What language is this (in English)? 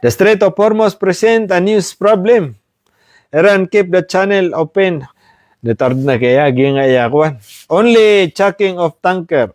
Maranao